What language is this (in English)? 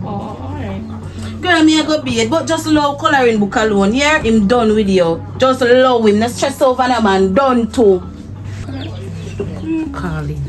Jamaican Creole English